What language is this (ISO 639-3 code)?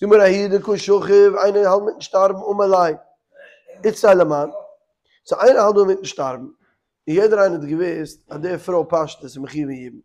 yid